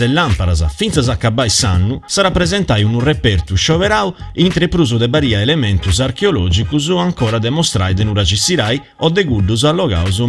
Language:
Sardinian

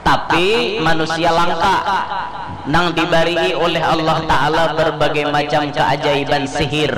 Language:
Banjar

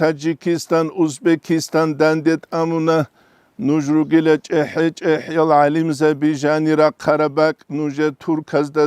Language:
Avaric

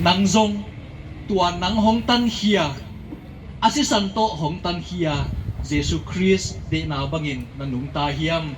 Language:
Tedim Chin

